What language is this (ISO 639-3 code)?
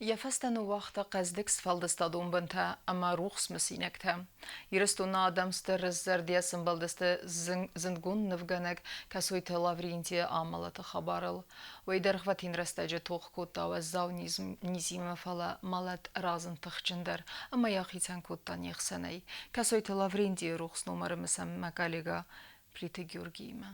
oss